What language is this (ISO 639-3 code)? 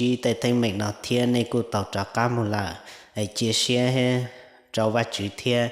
hmn